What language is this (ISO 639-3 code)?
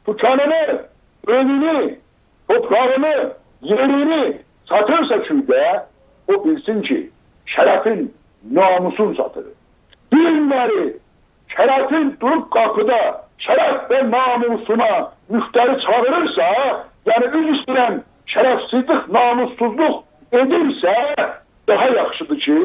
azb